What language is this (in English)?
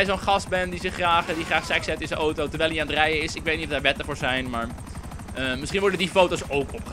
Dutch